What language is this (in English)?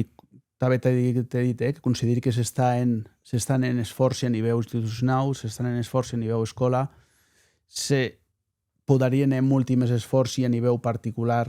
Occitan